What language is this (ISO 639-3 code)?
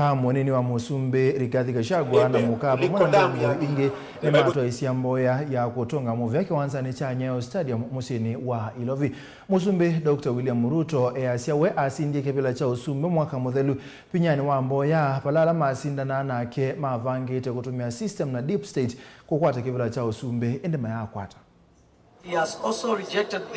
kam